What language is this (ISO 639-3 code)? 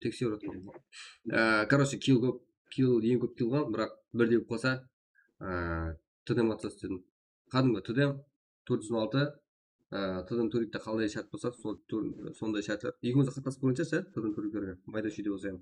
kaa